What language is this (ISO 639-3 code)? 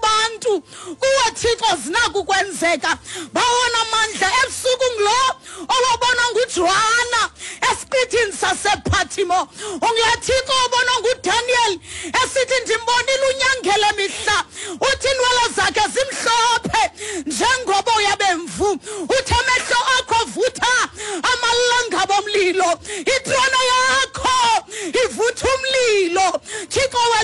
xho